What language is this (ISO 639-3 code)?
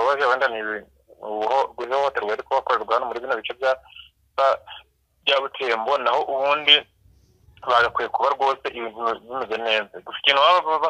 kin